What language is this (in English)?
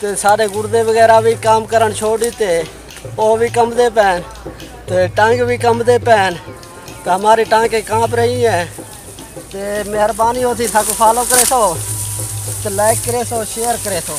Saraiki